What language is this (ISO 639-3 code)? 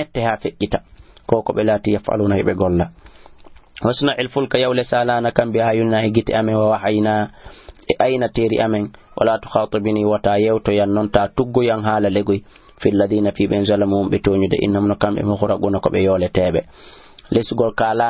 ful